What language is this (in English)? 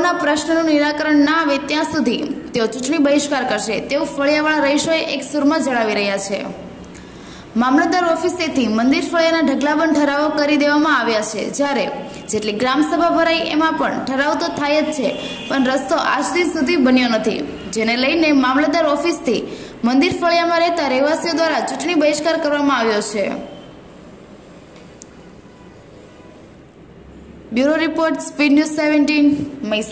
Gujarati